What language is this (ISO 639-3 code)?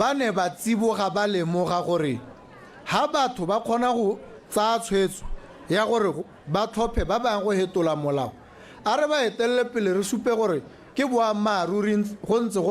tsn